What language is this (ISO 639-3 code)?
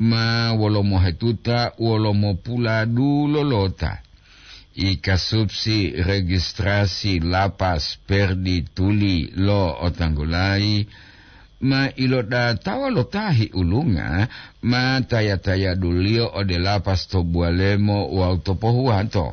gor